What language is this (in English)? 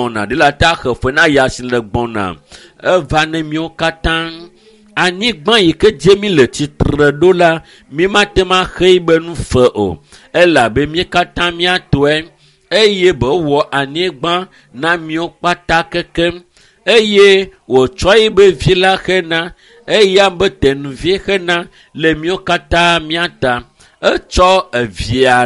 Ewe